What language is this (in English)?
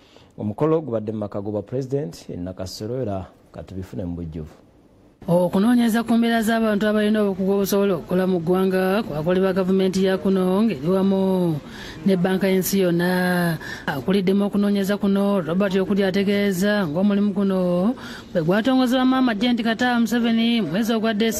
Ganda